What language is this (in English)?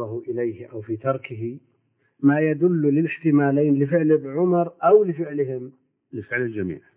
Arabic